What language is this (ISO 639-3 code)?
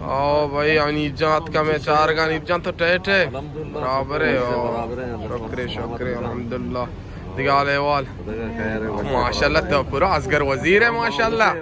bal